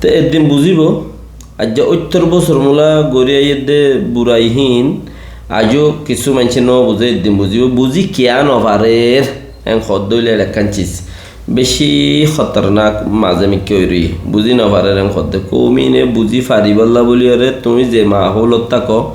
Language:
Rohingya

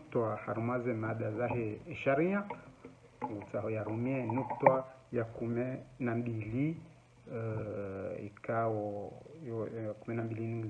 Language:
Ngazidja Comorian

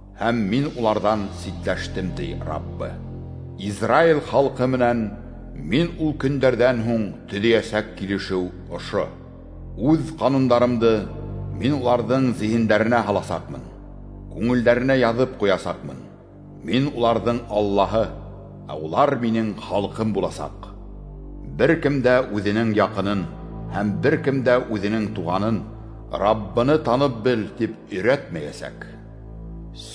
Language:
Bashkir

